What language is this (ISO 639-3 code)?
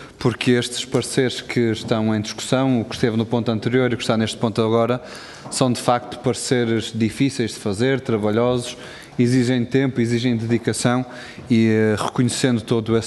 por